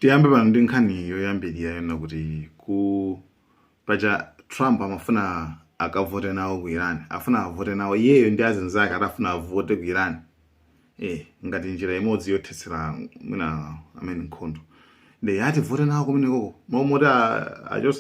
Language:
Nyanja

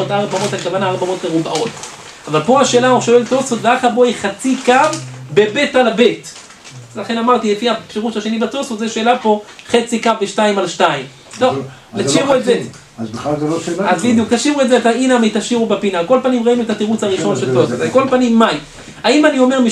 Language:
Hebrew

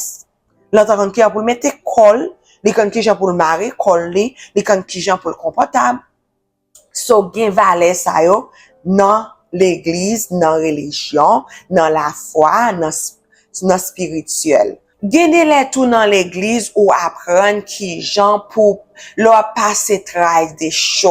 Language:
Haitian Creole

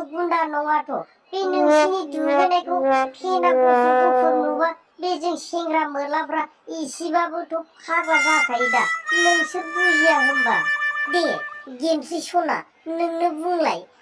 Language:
Bodo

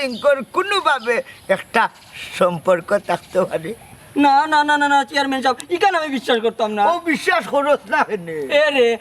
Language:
Sylheti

